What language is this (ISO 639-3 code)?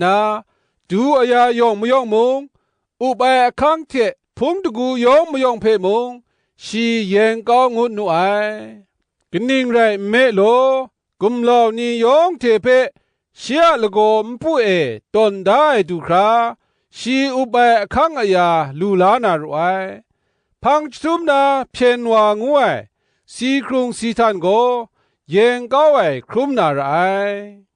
kac